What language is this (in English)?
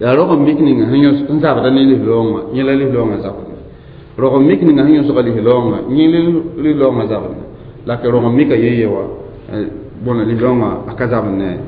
Mossi